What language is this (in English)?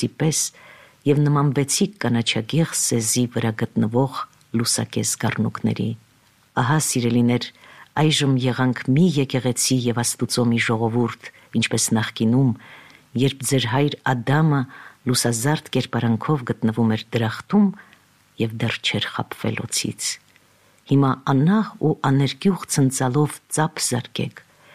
Armenian